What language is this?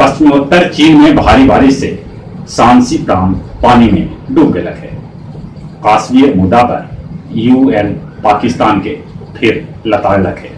Magahi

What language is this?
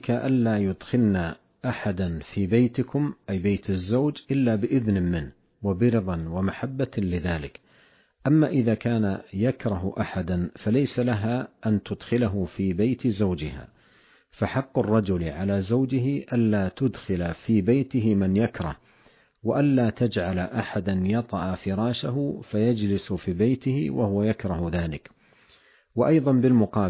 Arabic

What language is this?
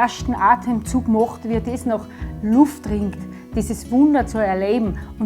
Bavarian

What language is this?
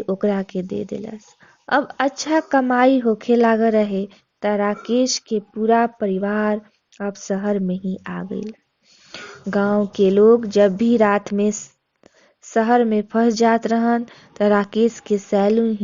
Bhojpuri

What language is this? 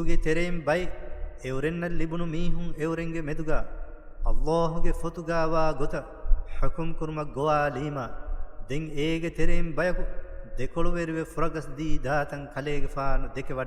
Divehi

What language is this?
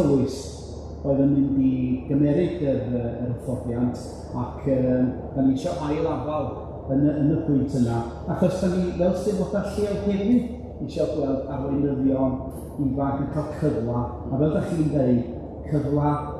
Welsh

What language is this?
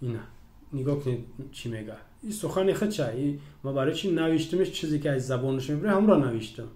Tajik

